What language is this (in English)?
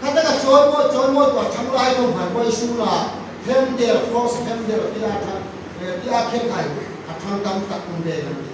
Hmar